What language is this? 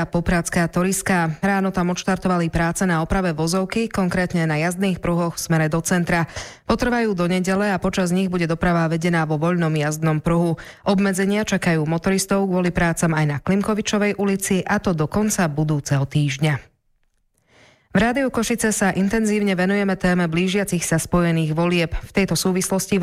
Slovak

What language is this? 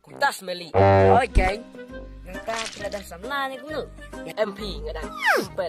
Khasi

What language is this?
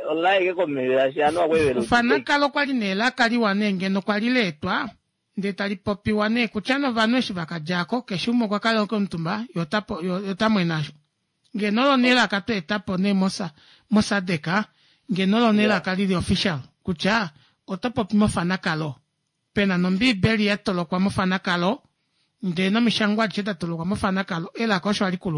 Kuanyama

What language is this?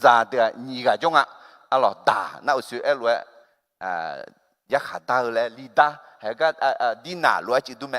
Akha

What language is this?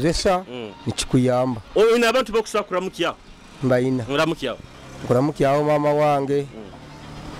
Nyoro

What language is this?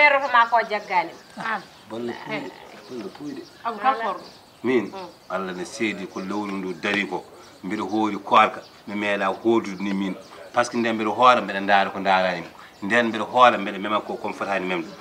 Fula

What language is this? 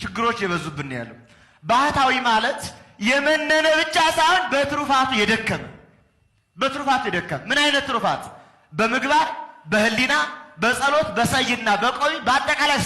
Amharic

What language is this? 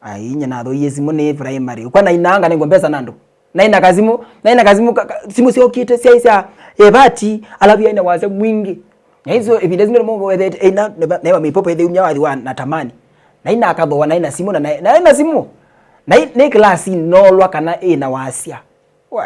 Kamba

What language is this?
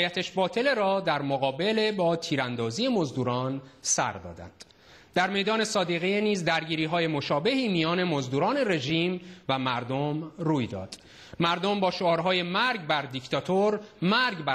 Persian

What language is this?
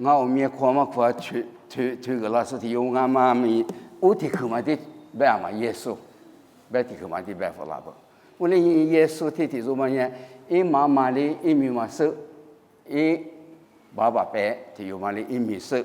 Lisu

